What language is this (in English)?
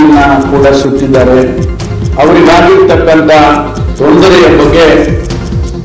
Kannada